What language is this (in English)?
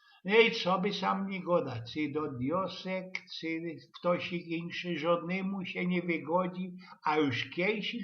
Silesian